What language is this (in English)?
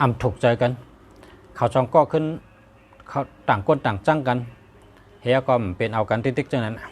Shan